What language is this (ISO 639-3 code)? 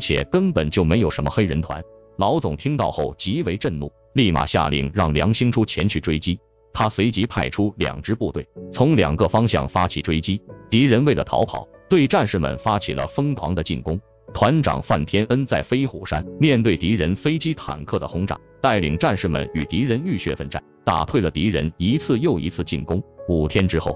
zho